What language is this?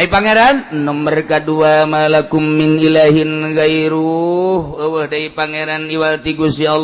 Sundanese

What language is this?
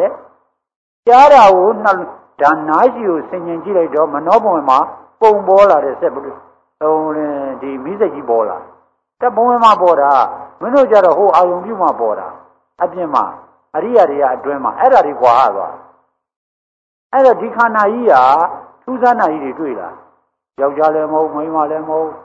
Burmese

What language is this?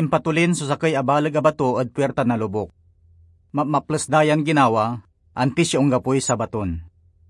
Pangasinan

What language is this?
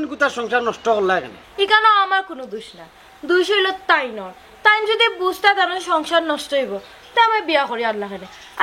Sylheti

